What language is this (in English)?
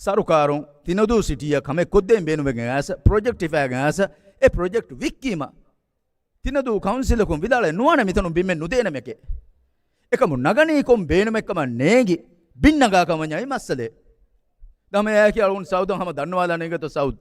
Divehi